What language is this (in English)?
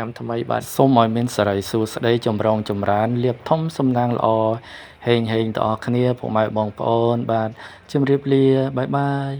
Khmer